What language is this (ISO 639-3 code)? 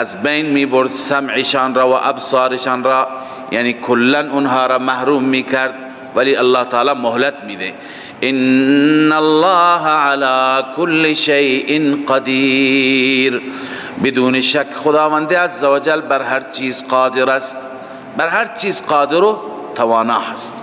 fas